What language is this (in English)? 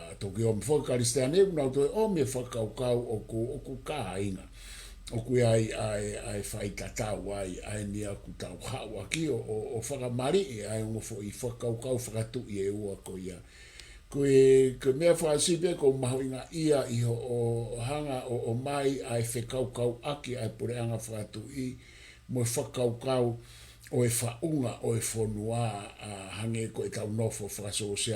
Tongan